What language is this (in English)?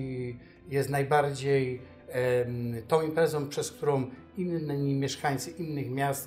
Polish